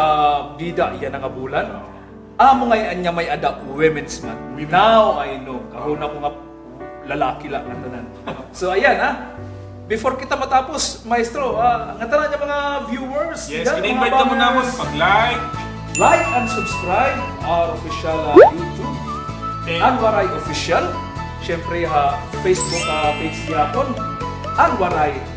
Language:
Waray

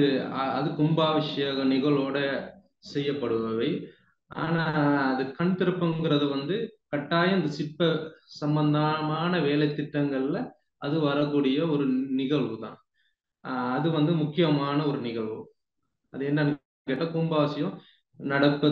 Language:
Tamil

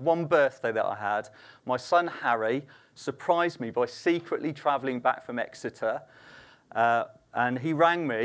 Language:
English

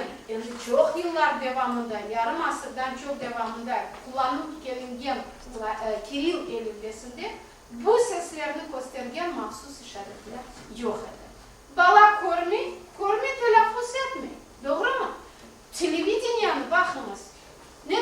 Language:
Crimean Tatar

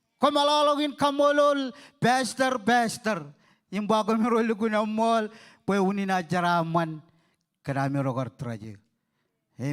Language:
Marshallese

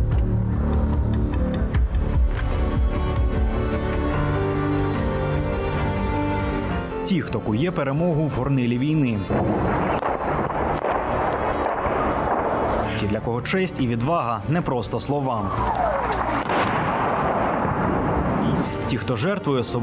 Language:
Ukrainian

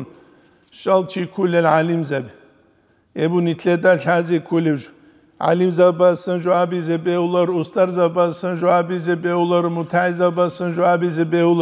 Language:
Avaric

